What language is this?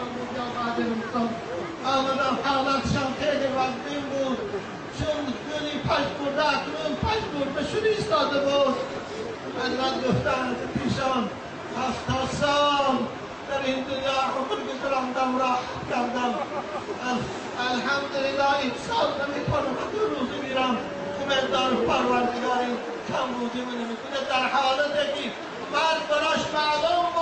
Tajik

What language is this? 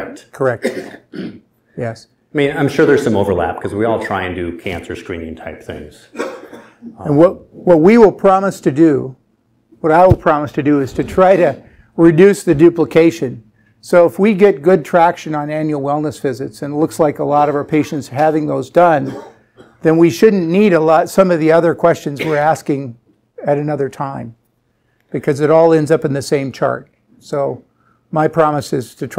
English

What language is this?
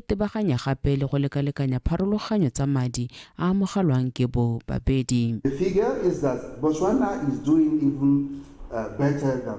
Tswana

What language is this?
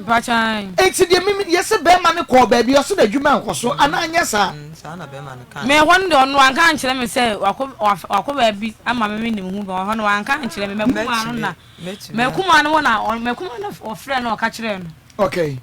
Akan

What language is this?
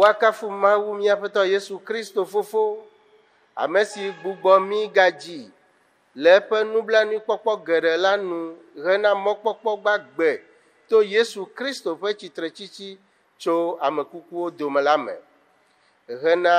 Ewe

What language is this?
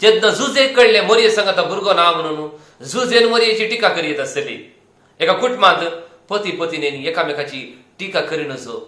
Konkani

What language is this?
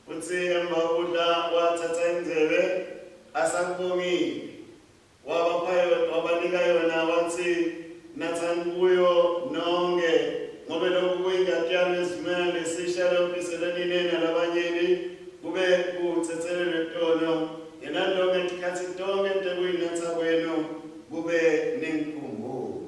Swati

